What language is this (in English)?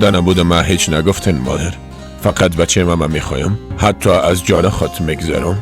Persian